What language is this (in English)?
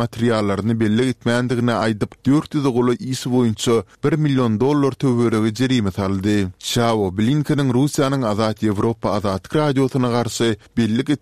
Turkmen